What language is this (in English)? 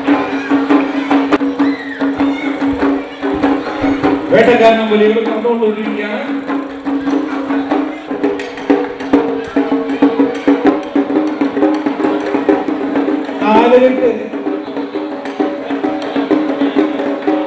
Malayalam